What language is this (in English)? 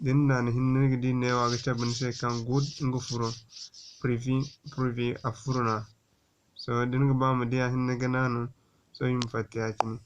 Zarma